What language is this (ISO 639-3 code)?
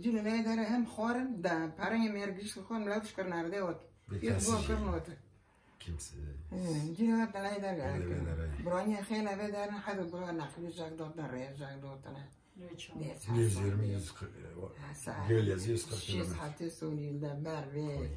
kur